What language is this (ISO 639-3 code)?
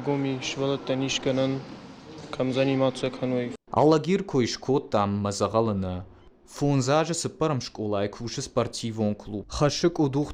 oss